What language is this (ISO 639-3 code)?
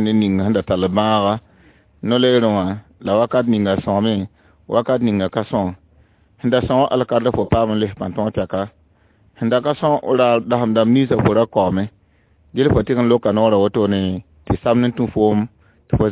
mos